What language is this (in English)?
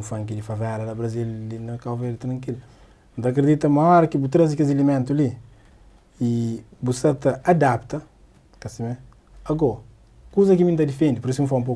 Kabuverdianu